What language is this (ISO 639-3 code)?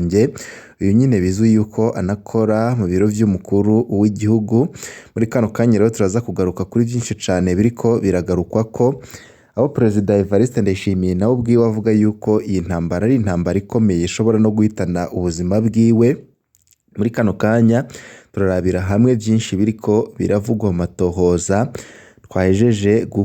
run